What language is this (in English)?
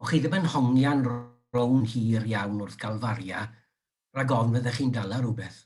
Welsh